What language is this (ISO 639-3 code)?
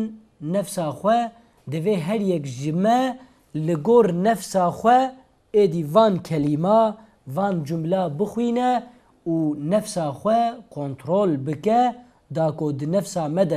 kur